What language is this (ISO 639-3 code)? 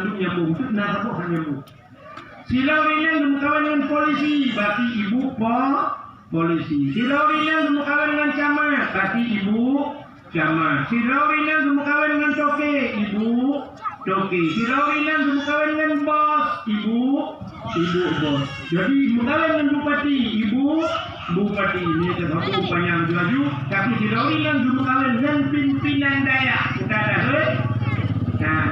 ace